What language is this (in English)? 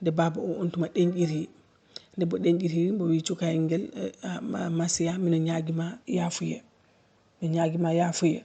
Fula